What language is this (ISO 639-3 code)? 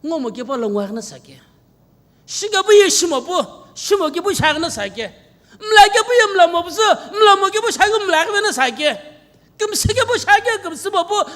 nsm